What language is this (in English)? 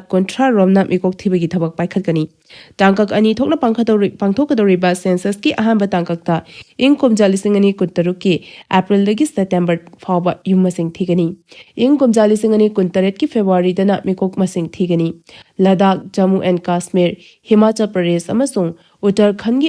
Manipuri